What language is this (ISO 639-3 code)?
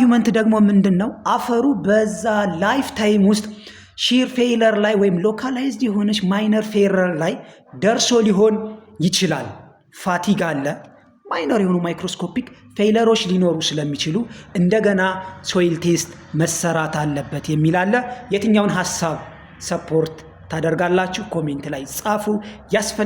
amh